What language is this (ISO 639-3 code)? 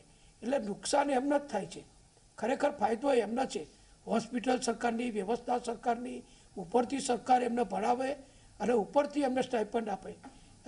guj